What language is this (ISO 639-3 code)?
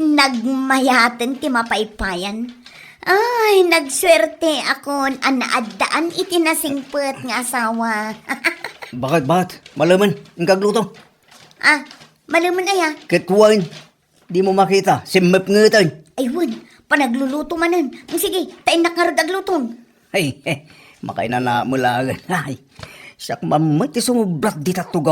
ilo